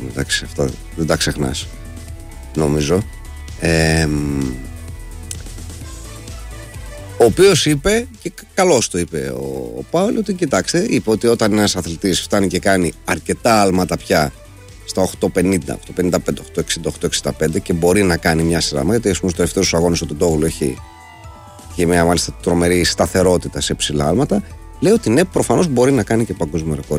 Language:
Greek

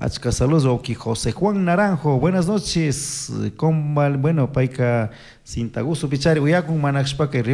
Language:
Chimborazo Highland Quichua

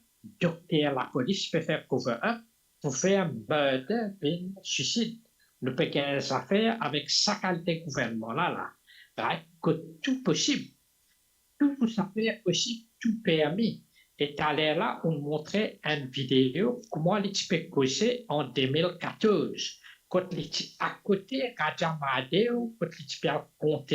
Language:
Morisyen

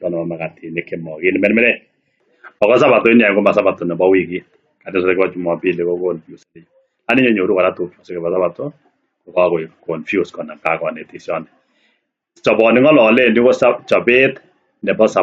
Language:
Kalenjin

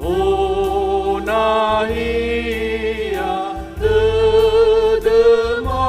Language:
Nias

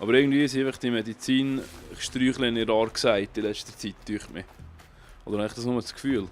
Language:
Swiss German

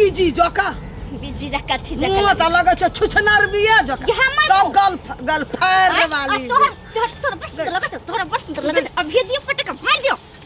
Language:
Maithili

